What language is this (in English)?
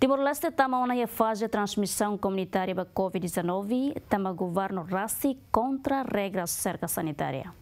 Tetum